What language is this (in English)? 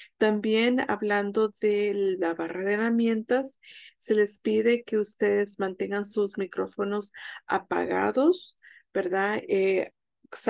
Spanish